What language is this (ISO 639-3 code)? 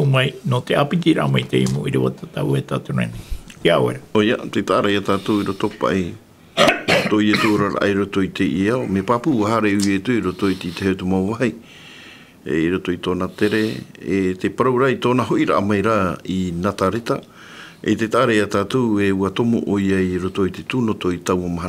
tah